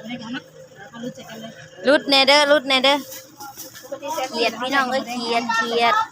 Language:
Lao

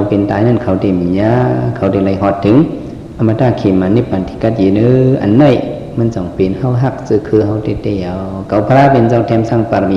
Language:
Shan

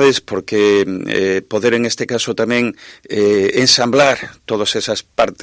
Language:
Galician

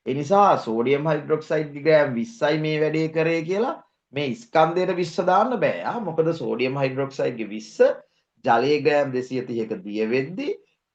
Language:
Sinhala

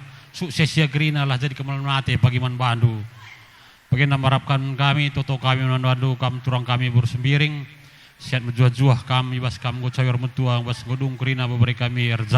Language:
Batak Karo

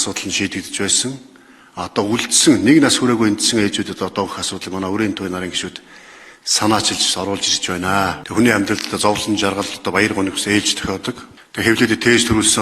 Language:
Mongolian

